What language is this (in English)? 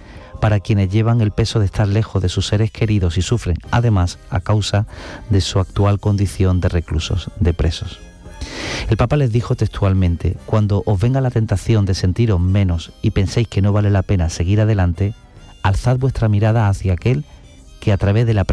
Spanish